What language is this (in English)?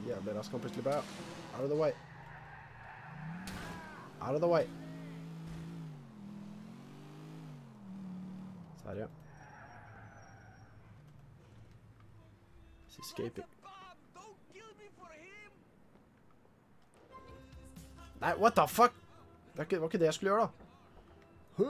Norwegian